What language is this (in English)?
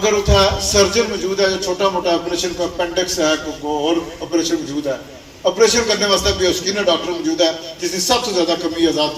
Pahari-Potwari